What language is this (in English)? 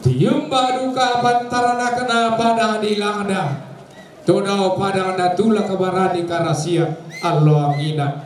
Toraja-Sa'dan